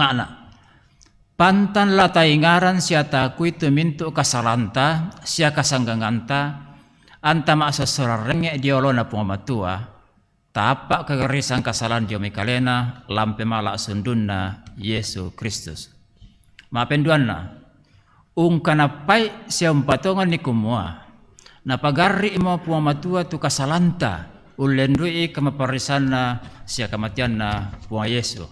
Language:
Toraja-Sa'dan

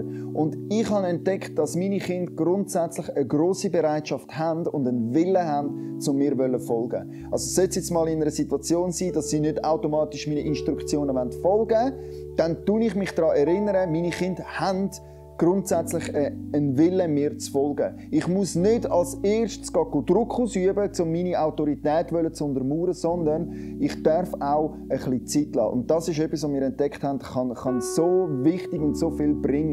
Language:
Swiss German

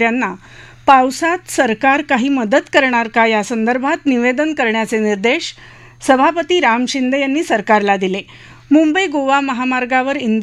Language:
Marathi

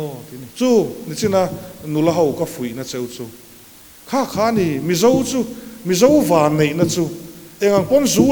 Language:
Mizo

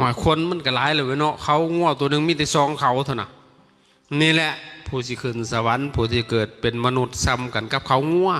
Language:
Northeastern Thai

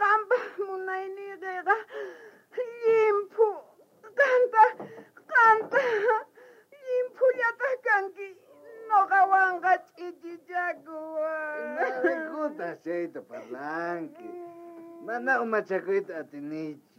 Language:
South Bolivian Quechua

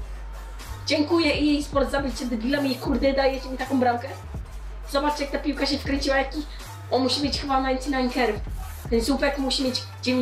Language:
Polish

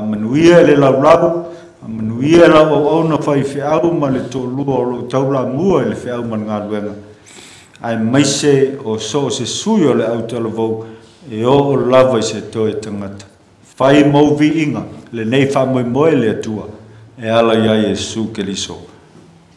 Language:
Samoan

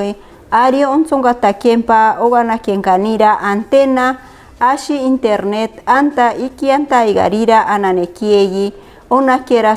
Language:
Machiguenga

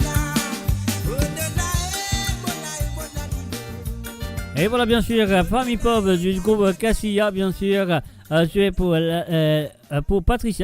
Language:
Morisyen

